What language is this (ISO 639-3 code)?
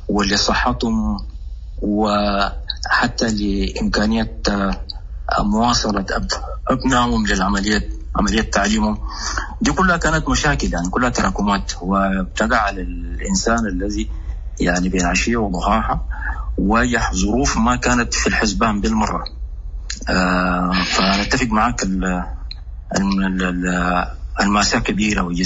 apd